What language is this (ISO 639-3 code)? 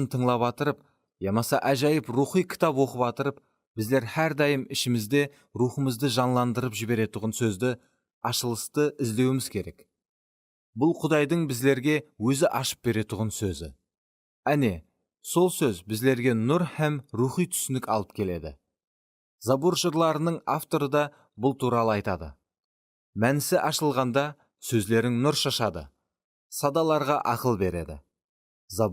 kaa